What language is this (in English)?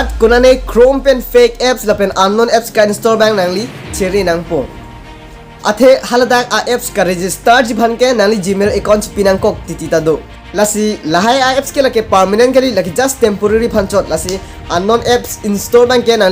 Karbi